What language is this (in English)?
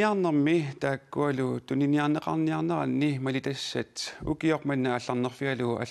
Kalaallisut